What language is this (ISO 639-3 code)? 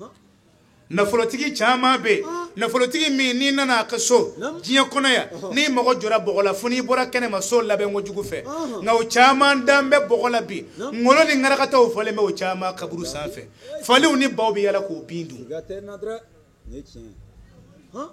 bam